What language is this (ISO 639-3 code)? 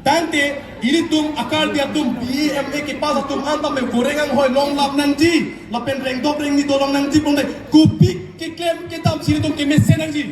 mjw